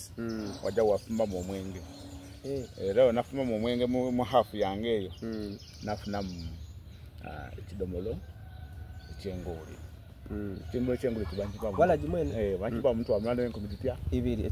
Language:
Soga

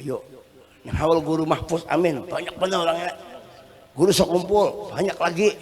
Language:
Banjar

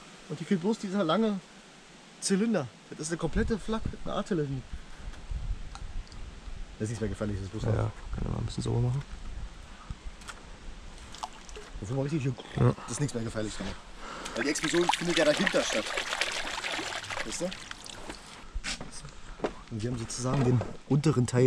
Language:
German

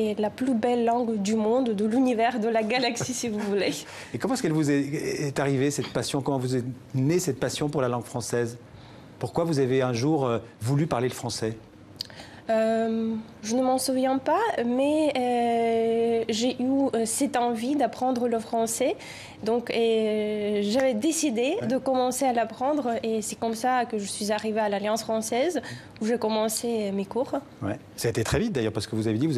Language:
French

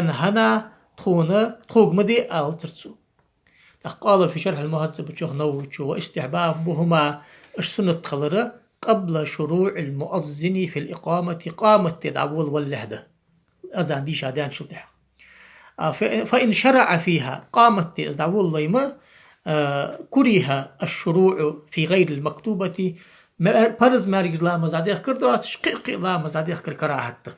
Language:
Ingush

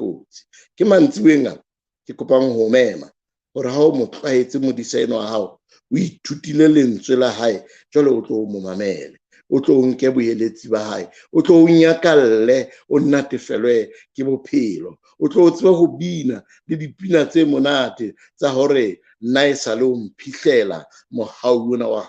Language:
Southern Sotho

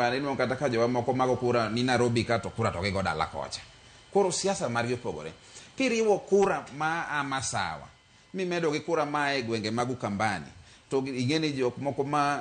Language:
Luo (Kenya and Tanzania)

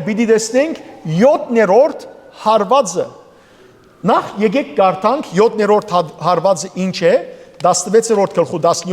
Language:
Western Armenian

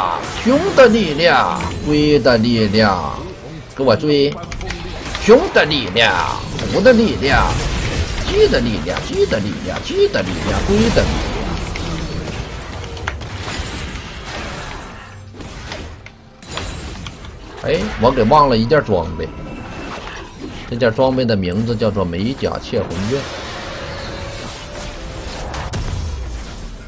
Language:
Chinese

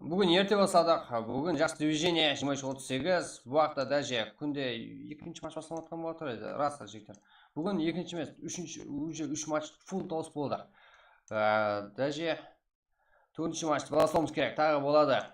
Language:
Kara-Kalpak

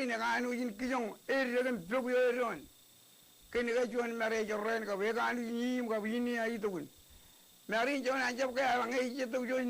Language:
Marshallese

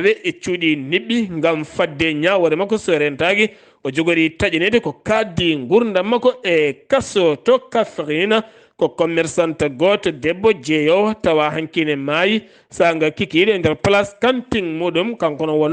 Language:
Fula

